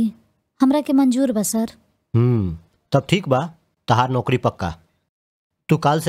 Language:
Bhojpuri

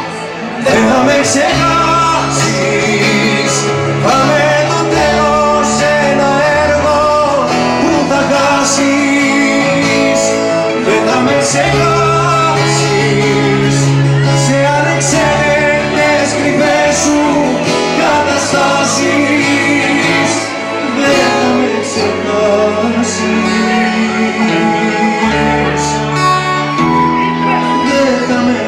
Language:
Greek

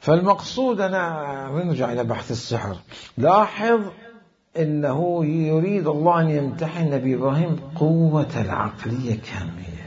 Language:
Mesopotamian Arabic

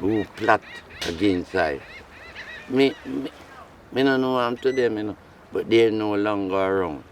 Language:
Jamaican Creole English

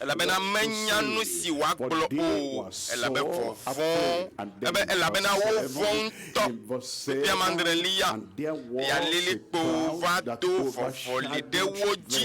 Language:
Ewe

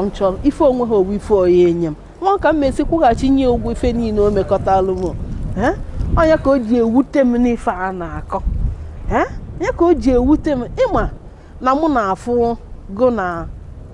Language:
Igbo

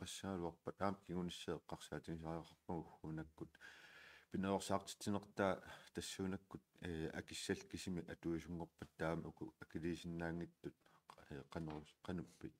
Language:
Kalaallisut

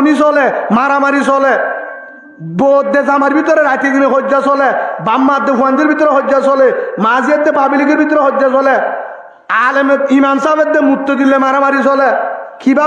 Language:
Rohingya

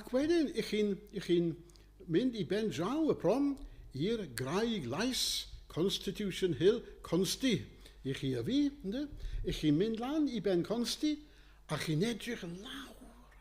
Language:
Welsh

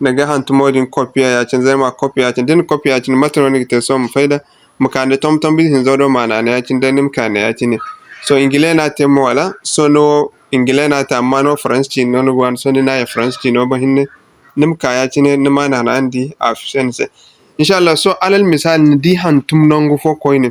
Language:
Zarma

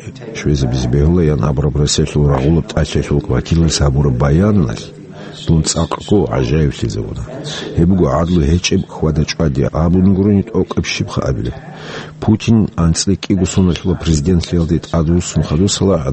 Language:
Avaric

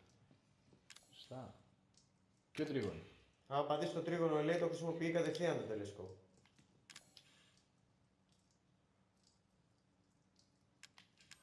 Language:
Greek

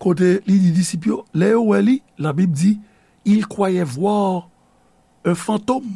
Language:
Haitian Creole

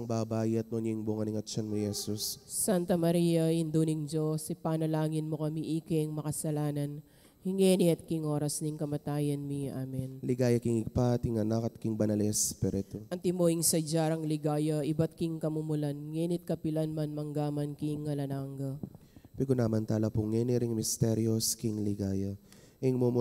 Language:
Pampanga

